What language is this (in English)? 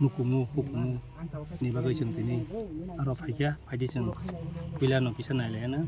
Kok Borok